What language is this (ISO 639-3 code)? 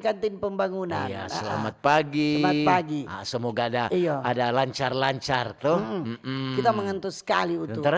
xmm